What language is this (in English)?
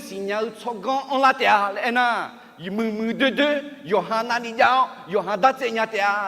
Akha